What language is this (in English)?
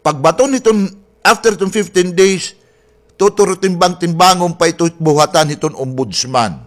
Waray